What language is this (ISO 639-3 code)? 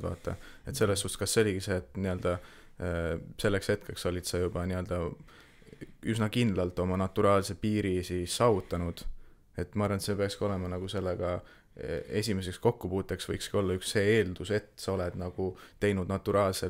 est